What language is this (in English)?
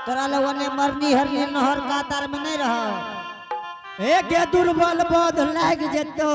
Angika